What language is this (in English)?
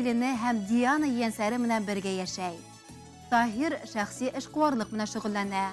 Bashkir